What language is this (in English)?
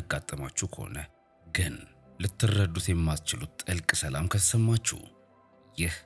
Amharic